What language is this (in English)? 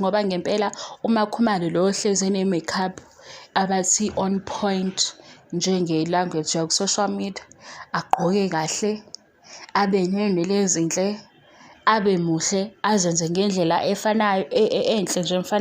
Zulu